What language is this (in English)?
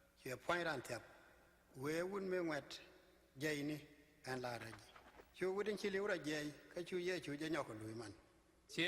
Nuer